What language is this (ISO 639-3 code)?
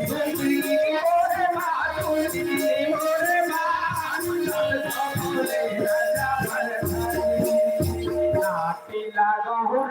hne